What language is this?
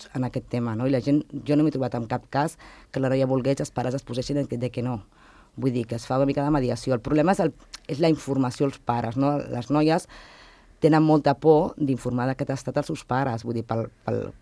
Catalan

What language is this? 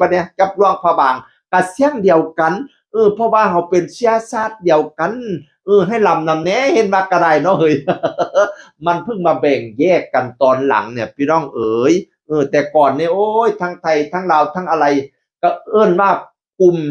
Northeastern Thai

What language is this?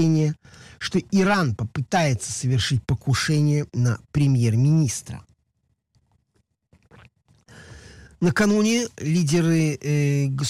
Russian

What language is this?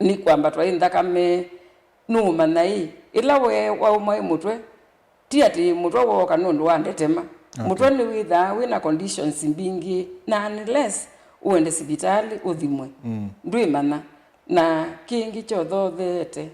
Kamba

